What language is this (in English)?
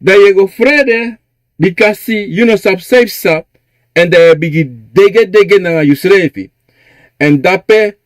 Sranan Tongo